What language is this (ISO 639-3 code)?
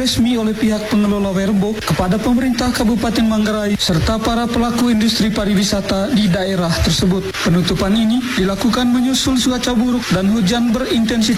ind